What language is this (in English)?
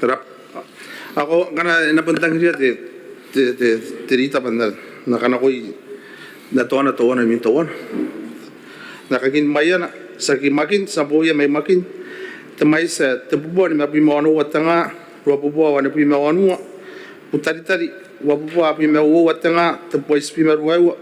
Gilbertese